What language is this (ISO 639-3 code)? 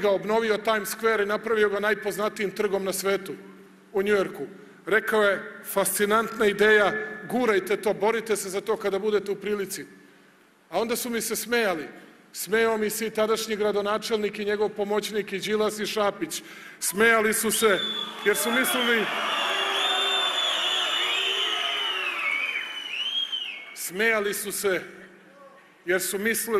srp